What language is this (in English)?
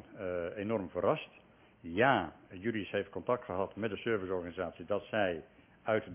Dutch